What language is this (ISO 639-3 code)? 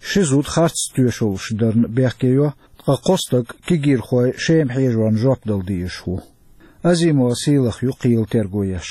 che